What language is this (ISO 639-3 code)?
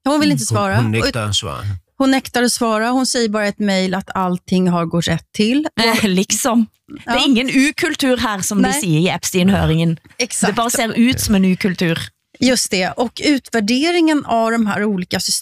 swe